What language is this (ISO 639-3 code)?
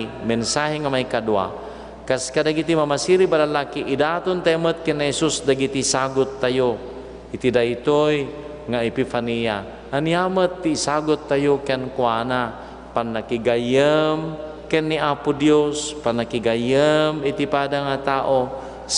ilo